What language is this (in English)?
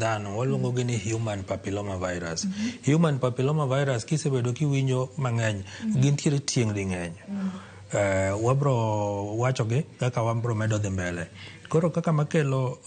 Luo (Kenya and Tanzania)